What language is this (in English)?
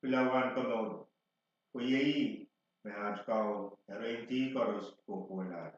Pohnpeian